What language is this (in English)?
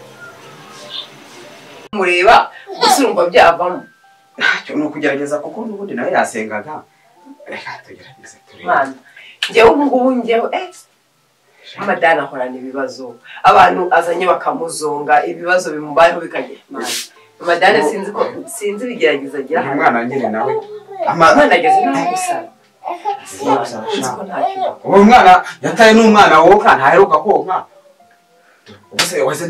Kinyarwanda